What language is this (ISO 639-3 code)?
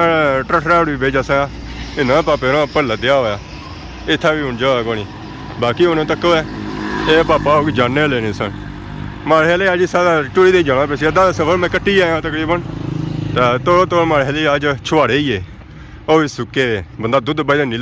phr